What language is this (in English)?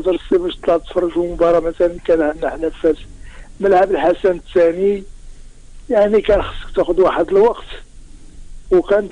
Moroccan Arabic